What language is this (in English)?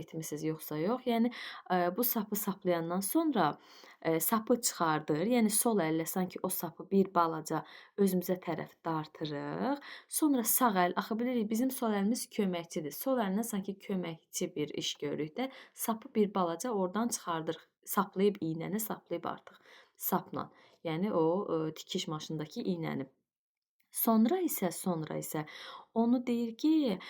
Azerbaijani